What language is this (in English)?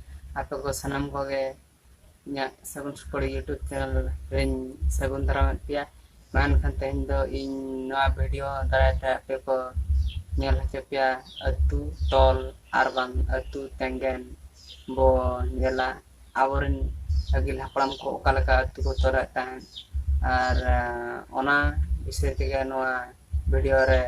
Santali